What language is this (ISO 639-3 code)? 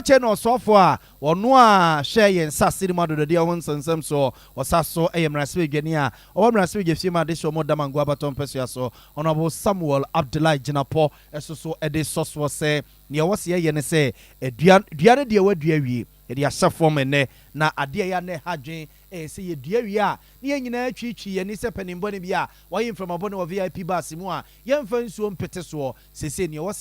aka